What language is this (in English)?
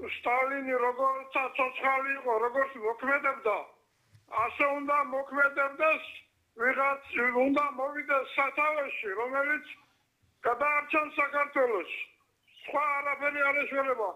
Georgian